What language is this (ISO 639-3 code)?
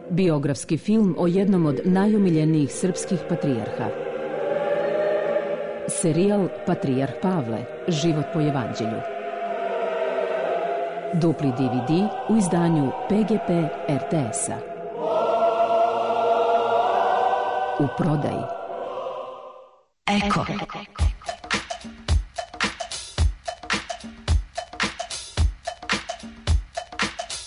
srp